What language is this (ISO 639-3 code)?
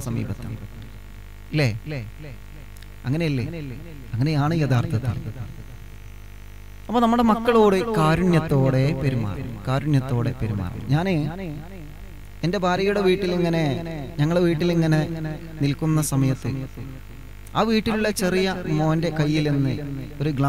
mal